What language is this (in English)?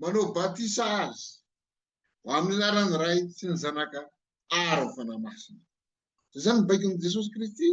Malagasy